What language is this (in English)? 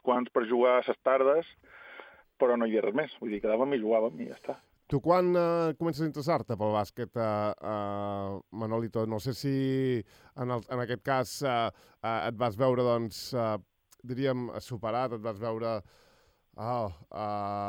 Catalan